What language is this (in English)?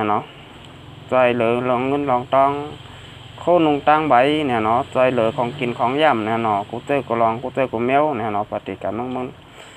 Shan